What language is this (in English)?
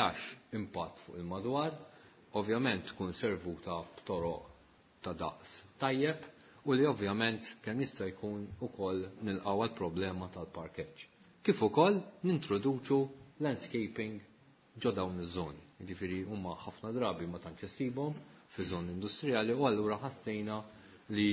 Maltese